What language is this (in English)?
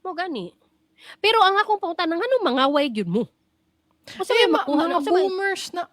Cebuano